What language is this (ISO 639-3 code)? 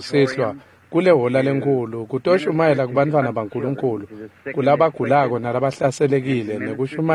ssw